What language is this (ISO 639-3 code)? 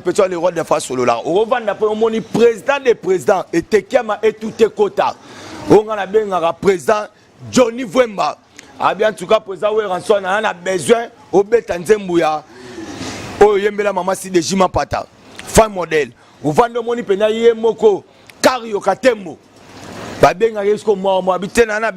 lin